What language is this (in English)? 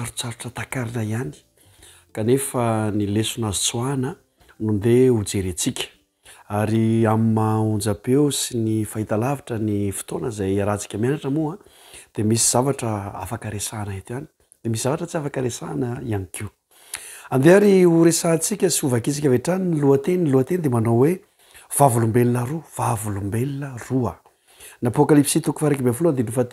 Malagasy